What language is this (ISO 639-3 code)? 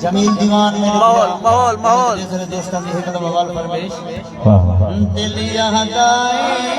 skr